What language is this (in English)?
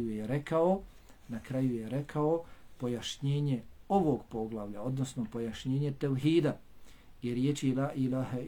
Bosnian